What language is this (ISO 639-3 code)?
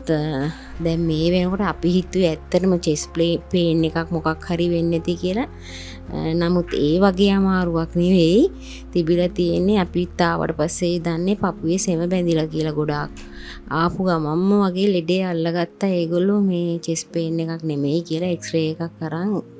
sin